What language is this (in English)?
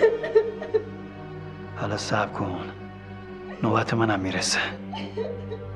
Persian